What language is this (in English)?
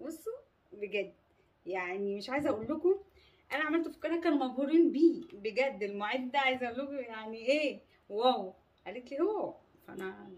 Egyptian Arabic